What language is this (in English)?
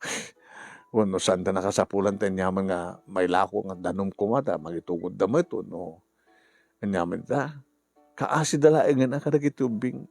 Iloko